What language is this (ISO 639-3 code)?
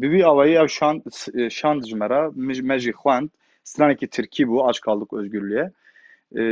kur